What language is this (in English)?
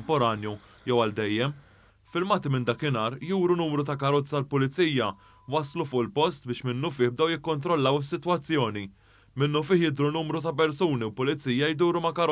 Maltese